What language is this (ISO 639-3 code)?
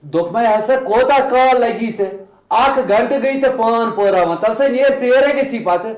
kas